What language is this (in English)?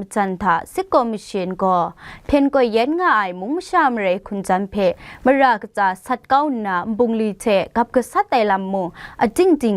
Kachin